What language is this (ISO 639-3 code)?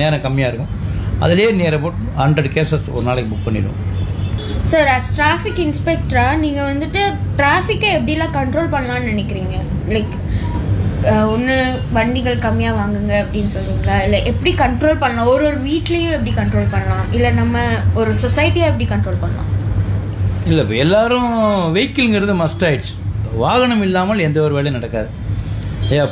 tam